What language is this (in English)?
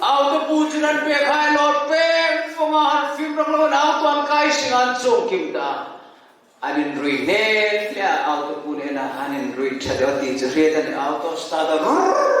Hmar